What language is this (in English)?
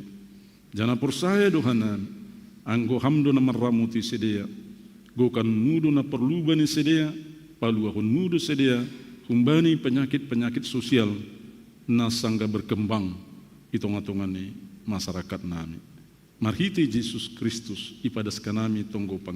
Batak Simalungun